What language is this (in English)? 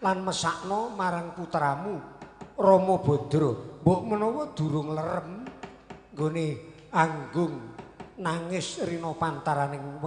Javanese